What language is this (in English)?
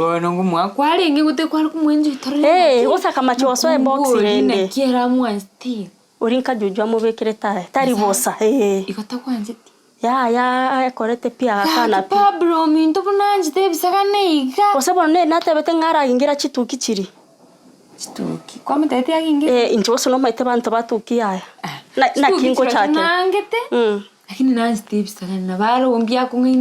Gusii